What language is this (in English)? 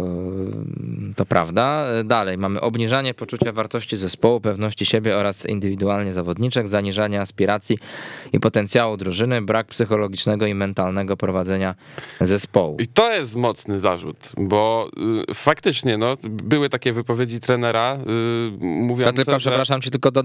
Polish